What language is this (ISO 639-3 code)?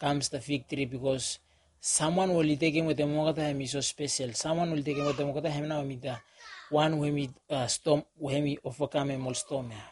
bis